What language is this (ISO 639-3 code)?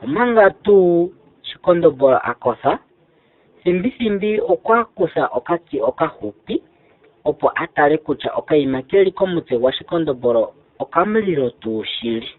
ndo